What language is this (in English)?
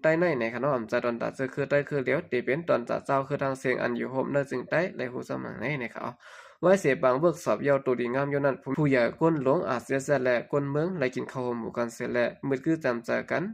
Shan